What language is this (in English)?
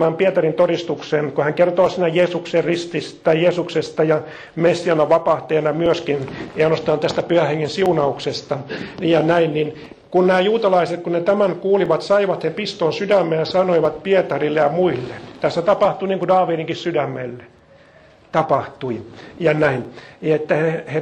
Finnish